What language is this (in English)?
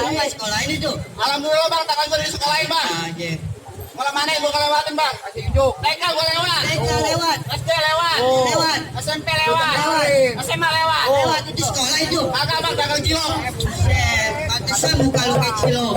Betawi